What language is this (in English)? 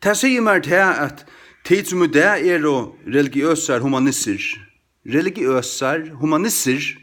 Faroese